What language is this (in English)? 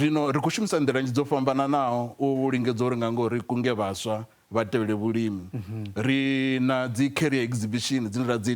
Venda